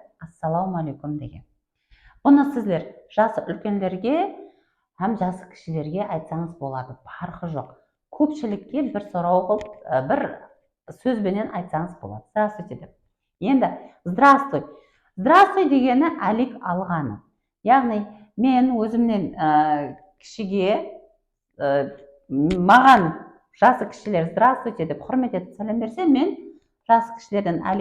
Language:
Kara-Kalpak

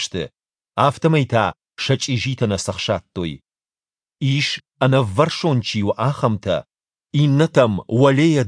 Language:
Ossetic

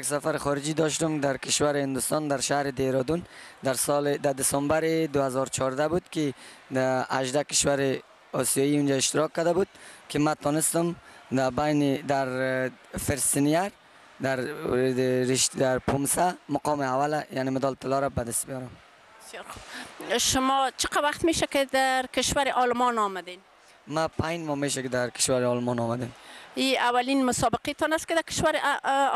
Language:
Persian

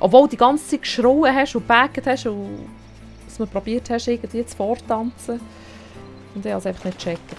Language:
Swiss German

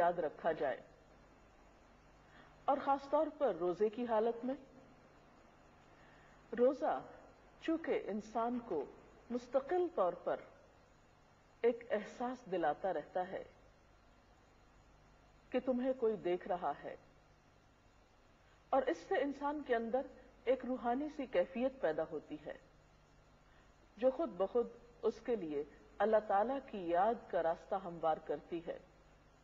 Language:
Urdu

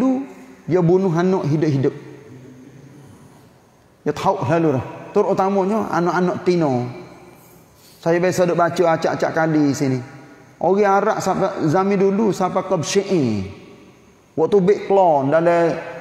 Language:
Malay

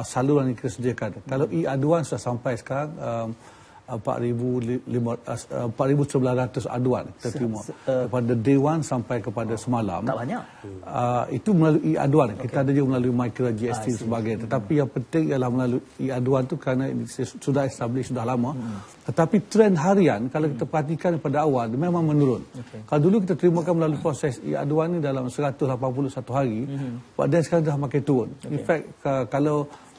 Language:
Malay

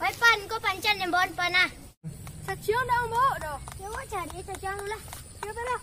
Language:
Minangkabau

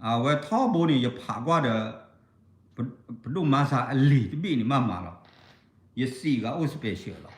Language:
S'gaw Karen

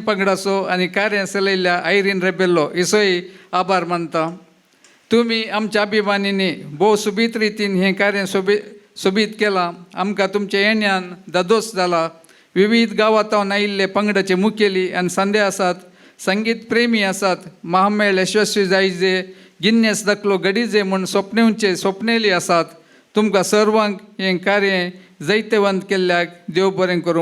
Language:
Konkani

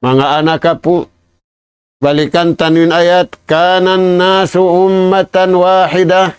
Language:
Tausug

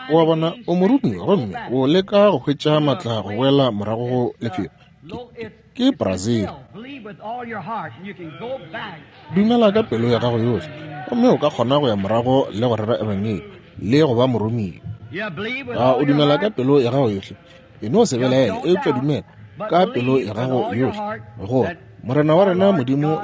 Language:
Northern Sotho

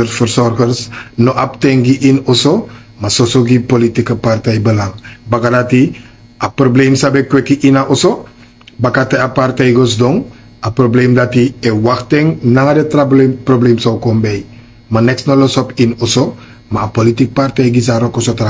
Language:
Sranan Tongo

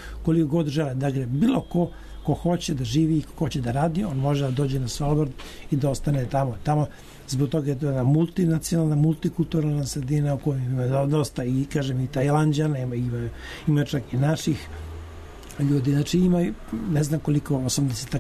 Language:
Serbian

